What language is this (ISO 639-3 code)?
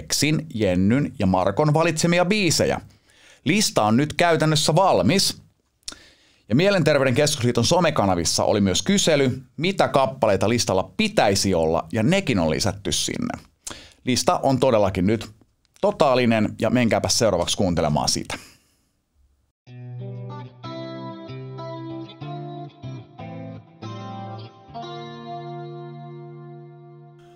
fin